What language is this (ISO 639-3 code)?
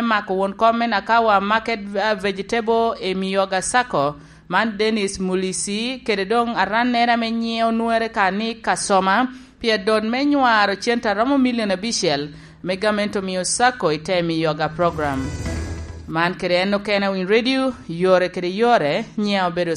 laj